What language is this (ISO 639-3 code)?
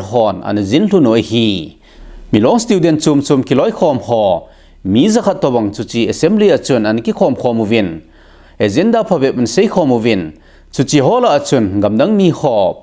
tcz